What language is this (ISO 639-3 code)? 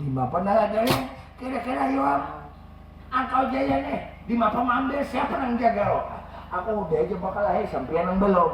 bjn